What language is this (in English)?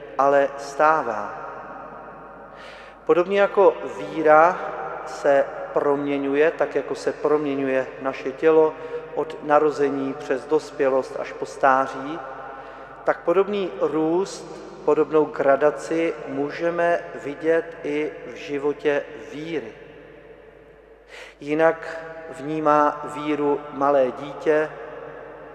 Czech